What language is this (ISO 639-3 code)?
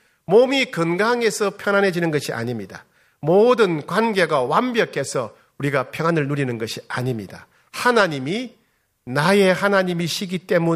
kor